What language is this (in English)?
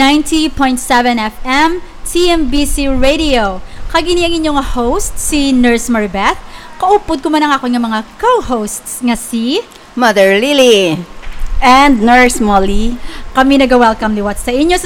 Hiligaynon